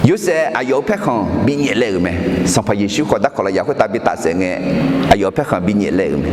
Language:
Akha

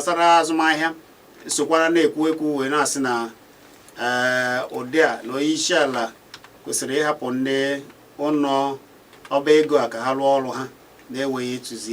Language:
Igbo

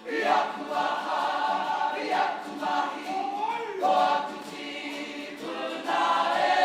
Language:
Māori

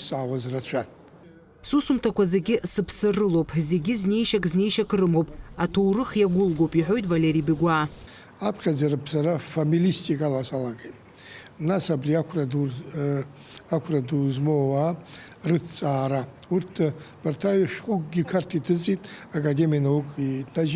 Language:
Abkhazian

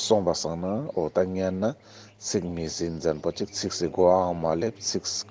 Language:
Ladakhi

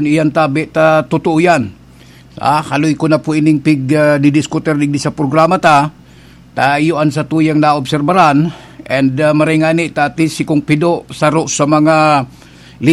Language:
Bikol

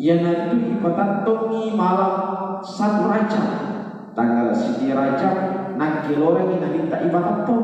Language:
Buginese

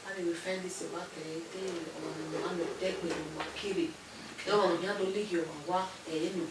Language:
Bini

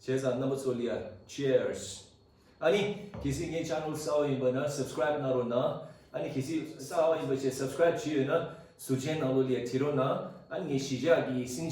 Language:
Tibetan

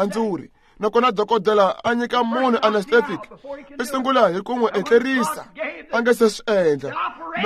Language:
Tsonga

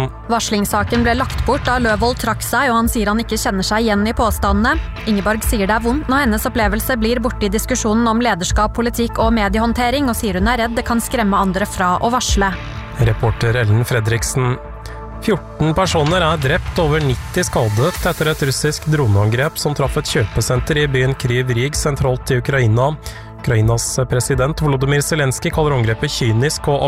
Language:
Norwegian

